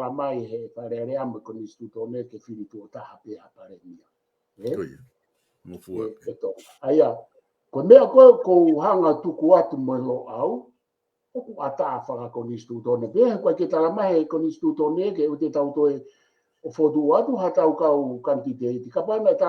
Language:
Tongan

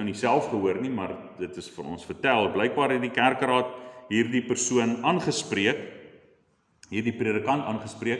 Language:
Afrikaans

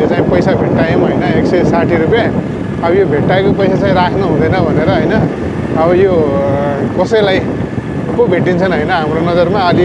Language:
Nepali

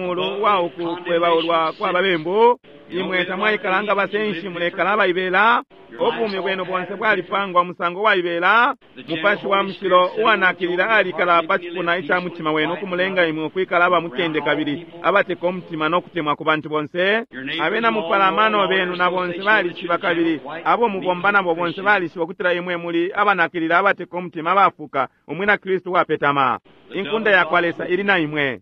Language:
Bemba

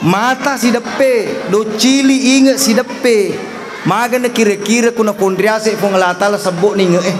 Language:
Buginese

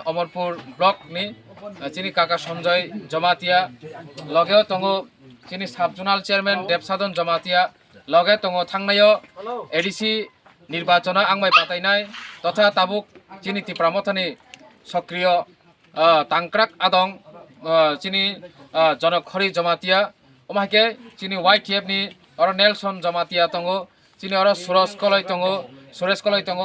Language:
Kok Borok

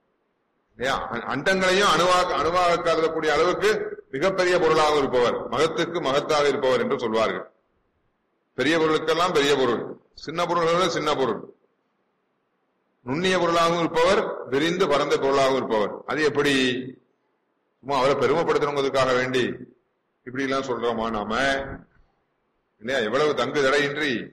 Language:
Tamil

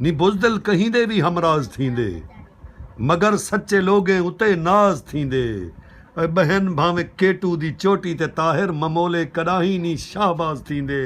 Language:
Saraiki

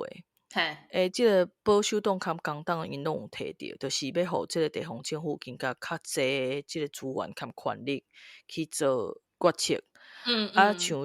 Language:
Min Nan Chinese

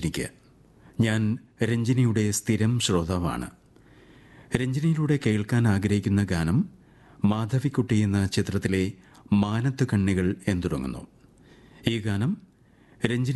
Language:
Malayalam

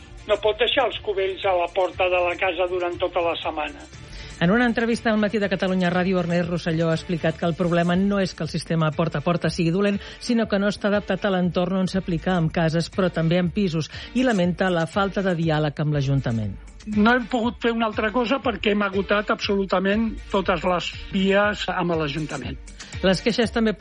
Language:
Catalan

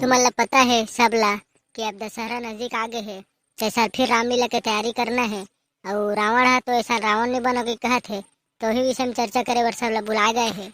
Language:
Chhattisgarhi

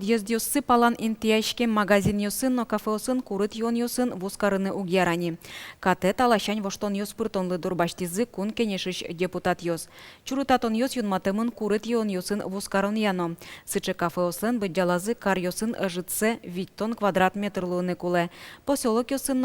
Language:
Udmurt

